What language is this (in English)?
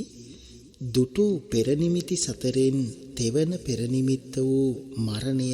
Sinhala